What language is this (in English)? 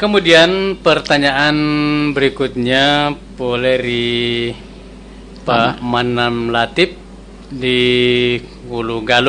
Buginese